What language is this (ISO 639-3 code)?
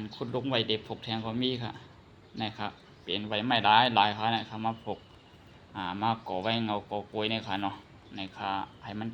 shn